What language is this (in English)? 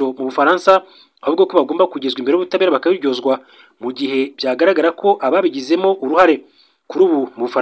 Kinyarwanda